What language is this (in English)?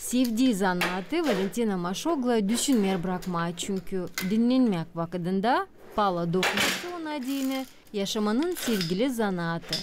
Gagauz